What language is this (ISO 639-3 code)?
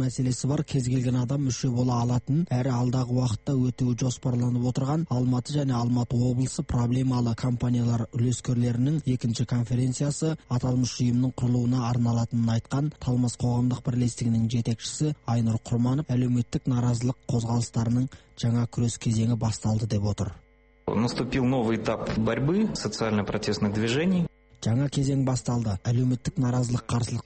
kaz